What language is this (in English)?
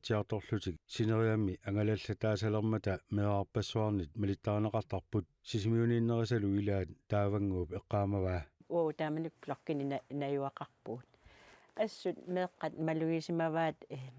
Kalaallisut